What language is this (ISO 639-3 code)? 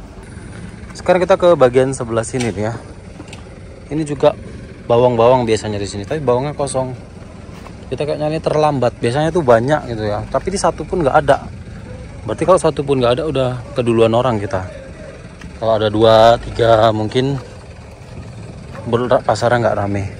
ind